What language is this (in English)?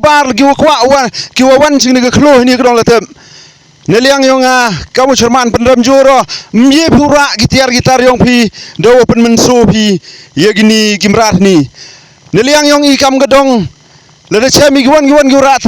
Pnar